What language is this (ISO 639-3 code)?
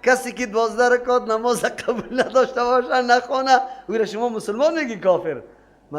fas